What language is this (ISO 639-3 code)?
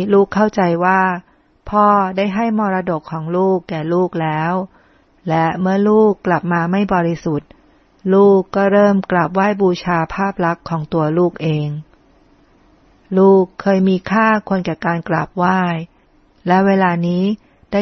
tha